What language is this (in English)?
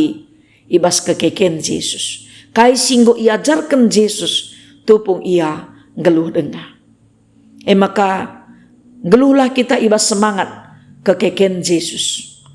Batak Karo